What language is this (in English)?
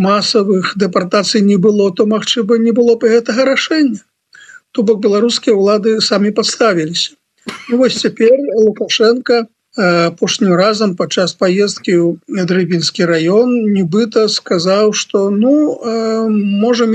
Belarusian